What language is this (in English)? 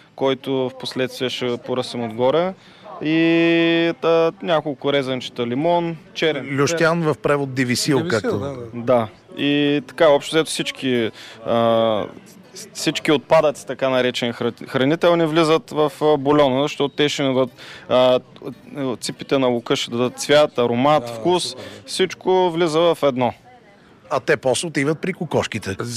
Bulgarian